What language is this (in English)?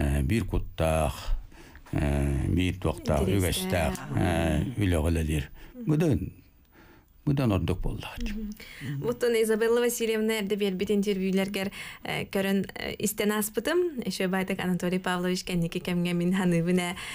Yakut